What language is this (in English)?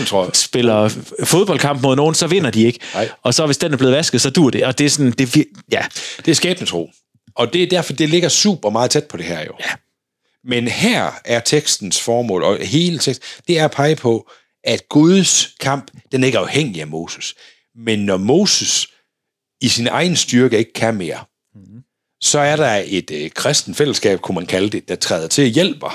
Danish